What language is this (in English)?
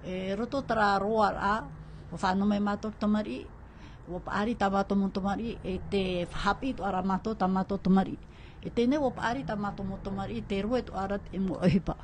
Tahitian